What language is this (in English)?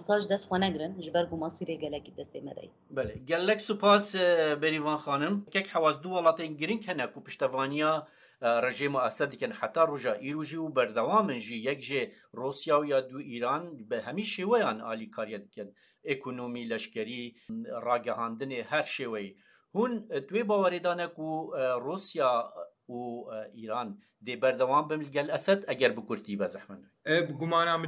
Kurdish